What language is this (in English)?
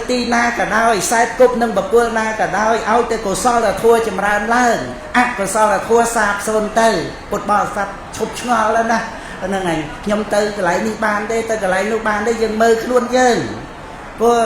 Khmer